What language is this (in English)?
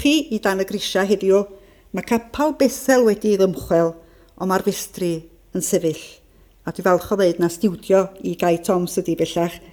Welsh